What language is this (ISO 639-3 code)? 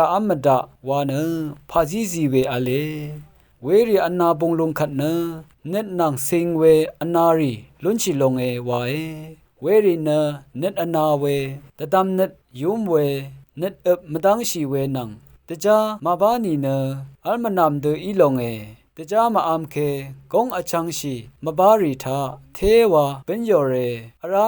raw